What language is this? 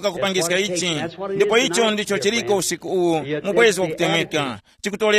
Tumbuka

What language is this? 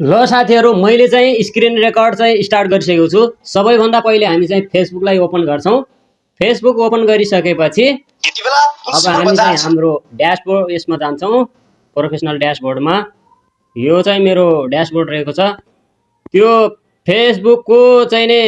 Nepali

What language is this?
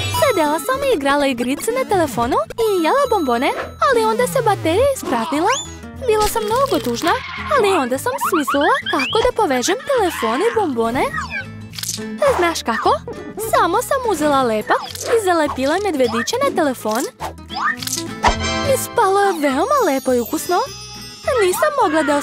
Serbian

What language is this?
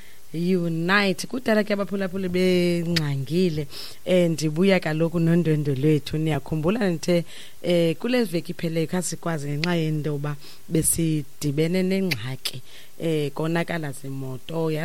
Xhosa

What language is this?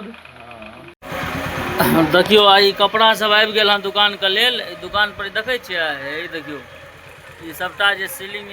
Maithili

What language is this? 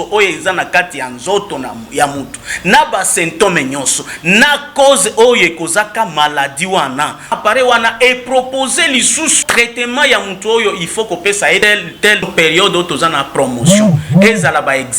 Lingala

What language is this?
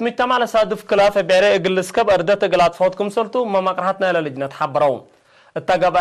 Tigre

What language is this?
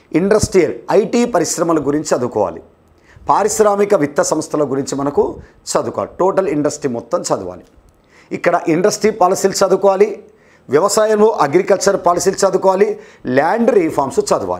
Telugu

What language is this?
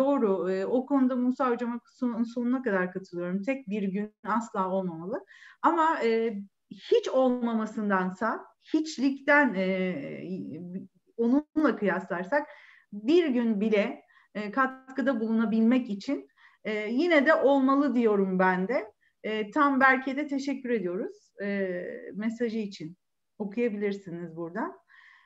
Turkish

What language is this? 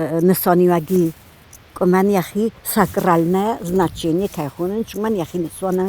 Ossetic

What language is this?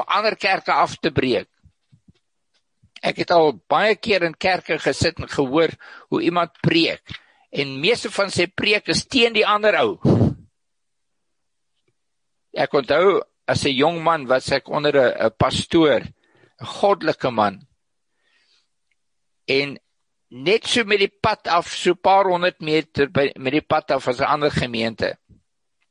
Afrikaans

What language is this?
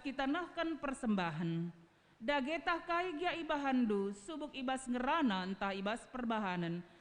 Batak Karo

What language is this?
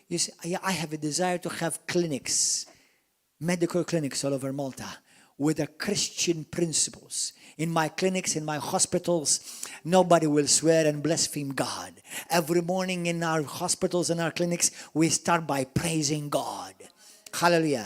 English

